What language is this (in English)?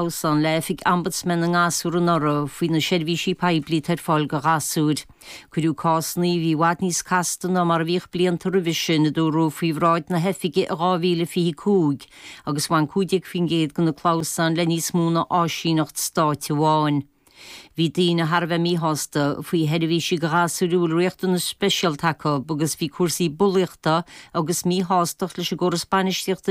Irish